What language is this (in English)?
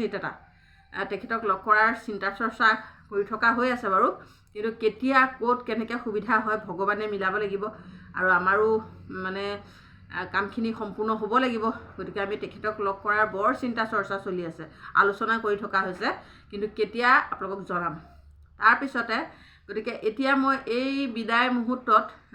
Assamese